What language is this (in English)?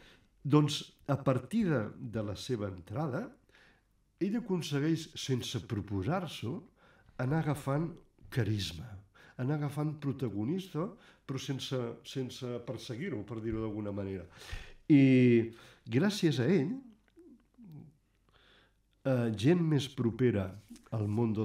Catalan